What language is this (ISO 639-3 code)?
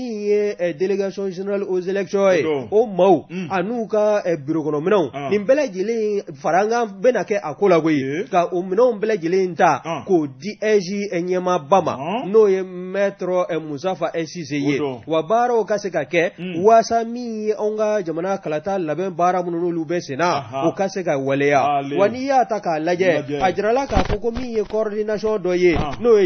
bam